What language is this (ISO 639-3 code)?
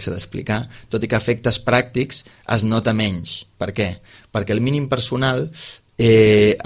cat